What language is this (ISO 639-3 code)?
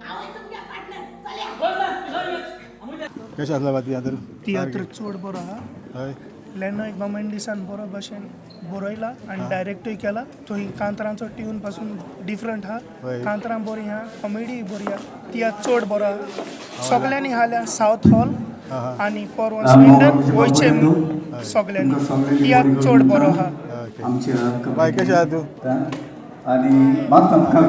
kok